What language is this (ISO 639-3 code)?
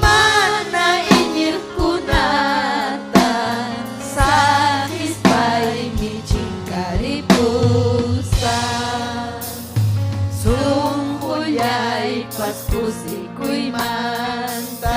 quy